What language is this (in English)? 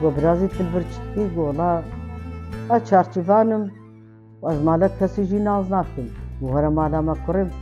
Kurdish